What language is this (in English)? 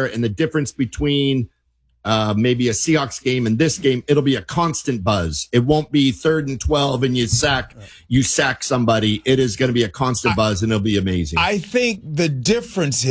English